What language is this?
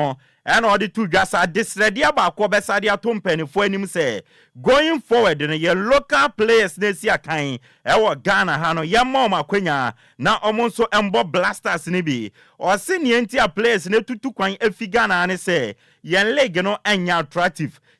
Akan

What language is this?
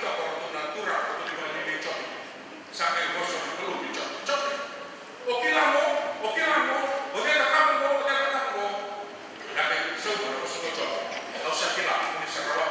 Fijian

